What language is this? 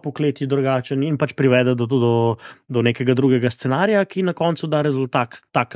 Slovenian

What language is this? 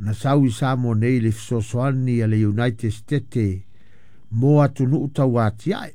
Samoan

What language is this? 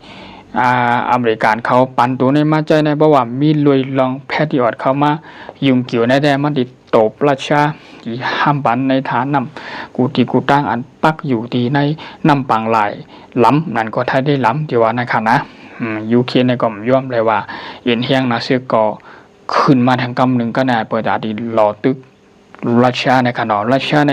Shan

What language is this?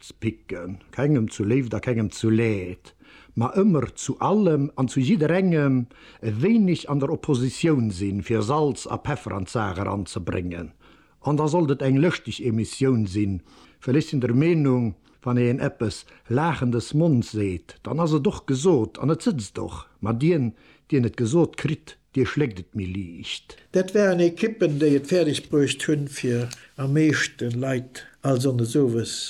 Luxembourgish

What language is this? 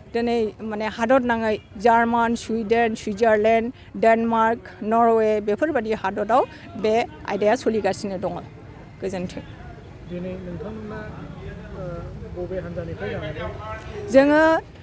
Bodo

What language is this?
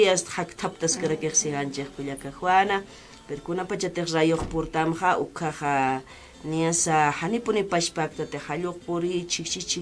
Aymara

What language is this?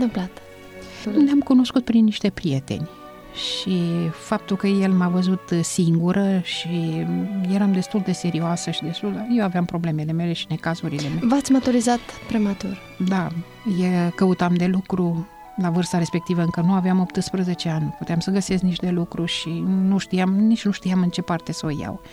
Romanian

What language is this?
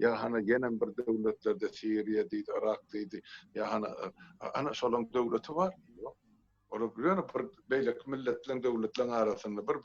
Turkmen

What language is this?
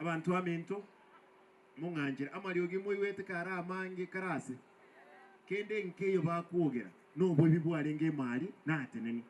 Gusii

